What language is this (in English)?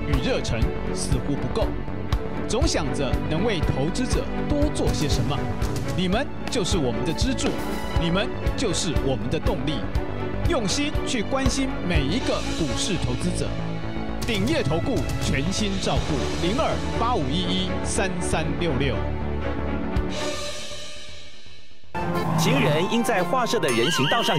Chinese